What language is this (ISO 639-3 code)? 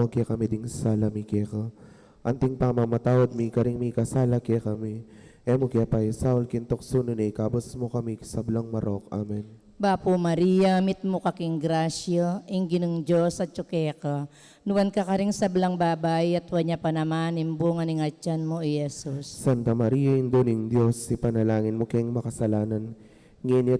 pam